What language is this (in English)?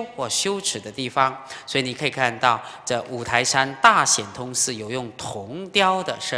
Chinese